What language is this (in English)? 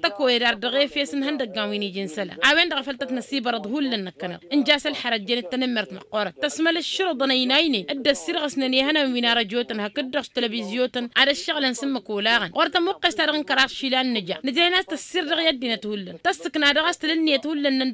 Tamasheq